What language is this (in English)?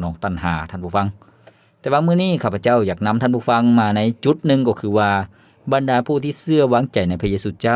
Lao